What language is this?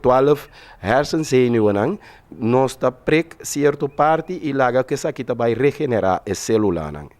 Papiamento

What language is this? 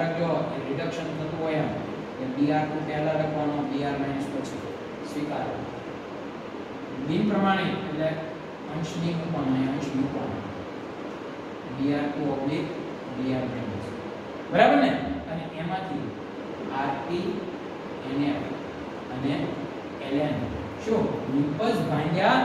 Gujarati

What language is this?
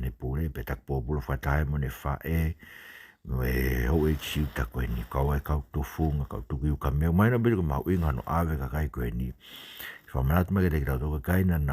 Tongan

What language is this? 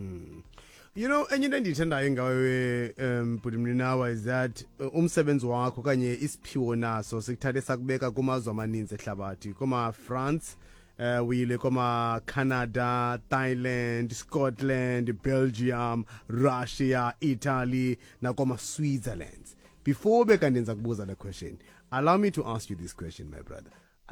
Xhosa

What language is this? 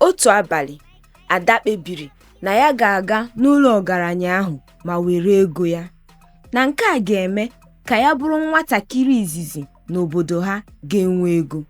Igbo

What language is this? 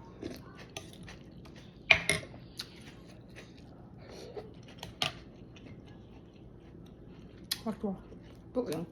Lao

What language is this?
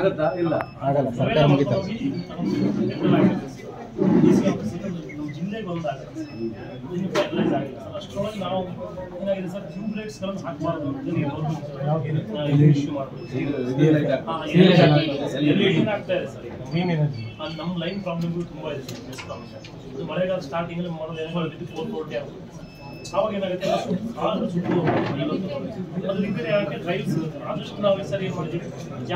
Kannada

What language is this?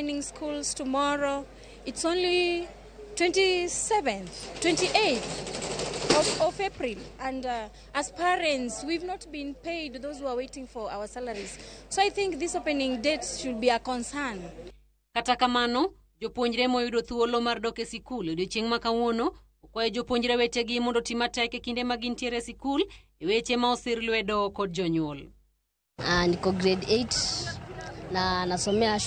Luo (Kenya and Tanzania)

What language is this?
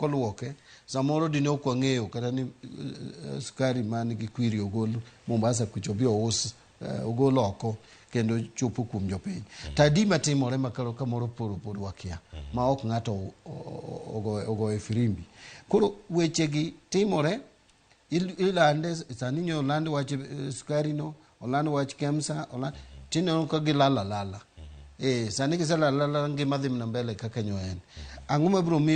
Luo (Kenya and Tanzania)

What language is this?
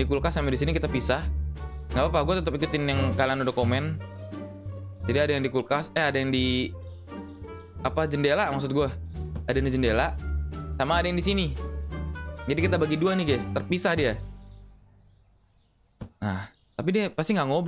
Indonesian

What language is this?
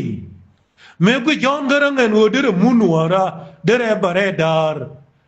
Nuer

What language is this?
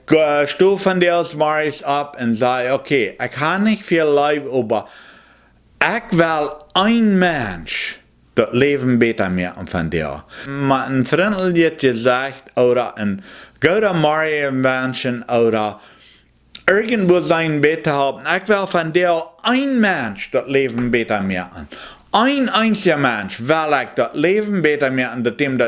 Plautdietsch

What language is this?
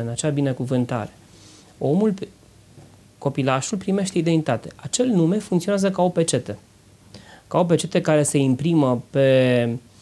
Romanian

